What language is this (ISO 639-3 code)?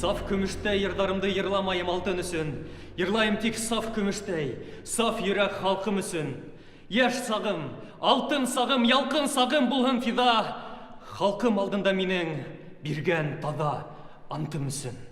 bak